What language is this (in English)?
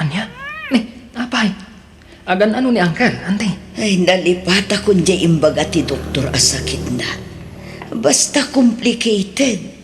Iloko